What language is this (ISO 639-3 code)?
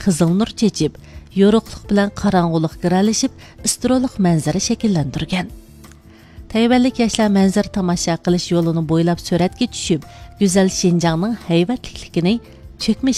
uig